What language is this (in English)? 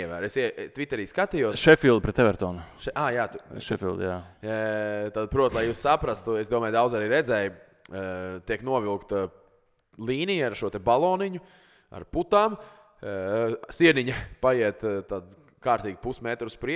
Latvian